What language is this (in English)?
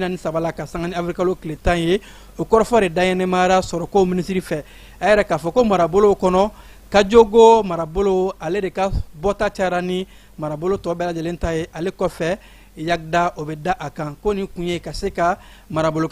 Bambara